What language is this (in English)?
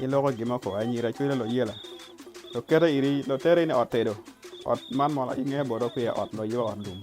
Acoli